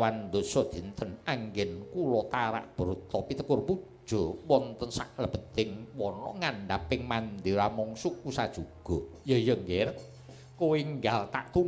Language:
Javanese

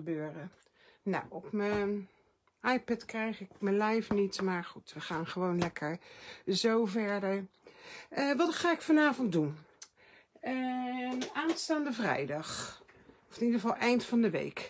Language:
Dutch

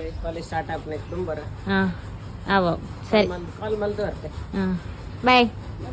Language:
Tulu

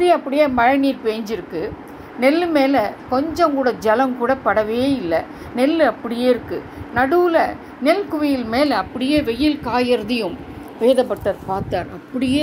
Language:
Tamil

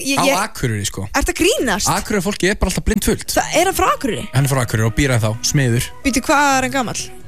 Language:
Icelandic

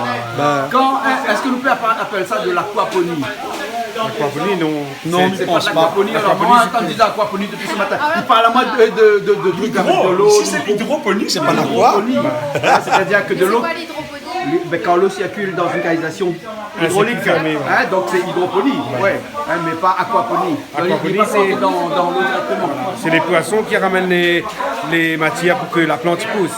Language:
Réunion Creole French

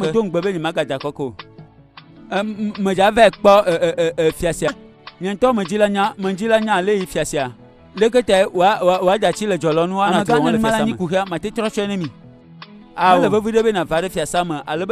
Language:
Ewe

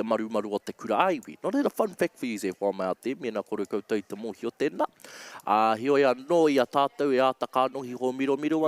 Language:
Māori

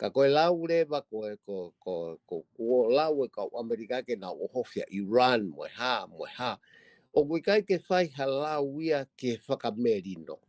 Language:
Tongan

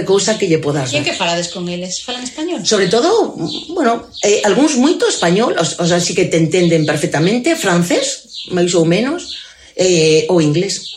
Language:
Galician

